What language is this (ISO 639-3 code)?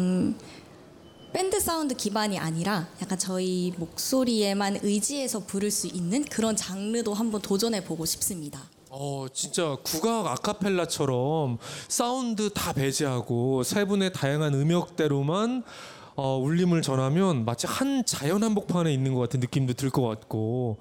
kor